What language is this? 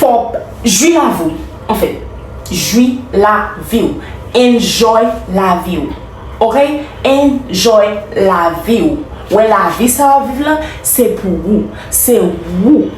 Haitian Creole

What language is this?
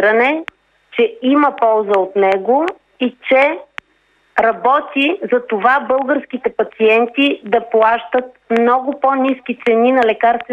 Bulgarian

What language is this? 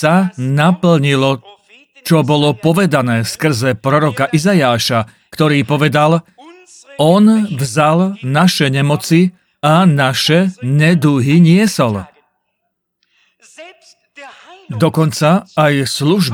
Slovak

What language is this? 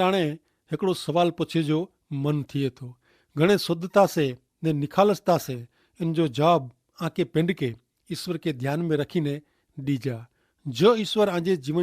Kachhi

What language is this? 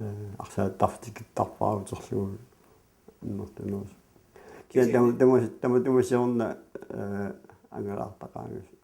Kalaallisut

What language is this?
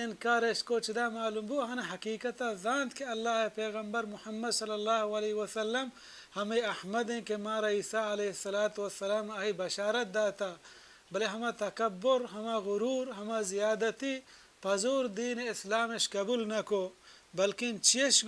Baluchi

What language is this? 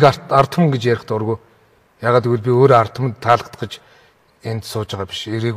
Mongolian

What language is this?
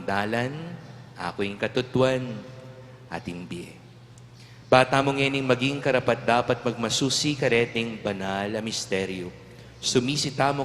Pampanga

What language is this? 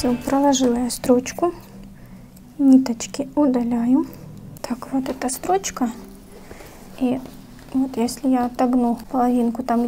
Russian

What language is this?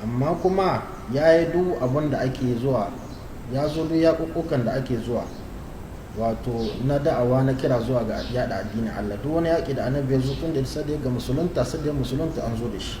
Hausa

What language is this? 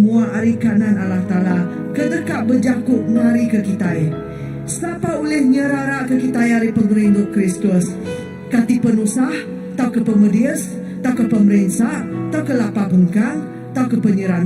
Iban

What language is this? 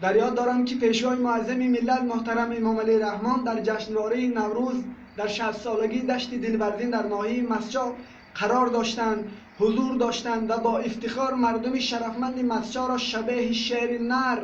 Tajik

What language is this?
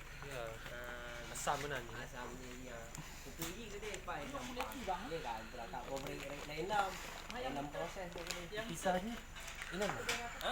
Achinese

